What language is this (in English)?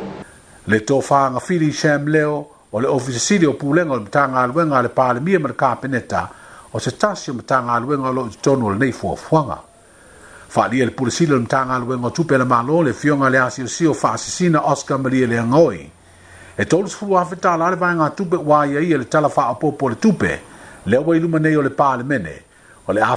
Samoan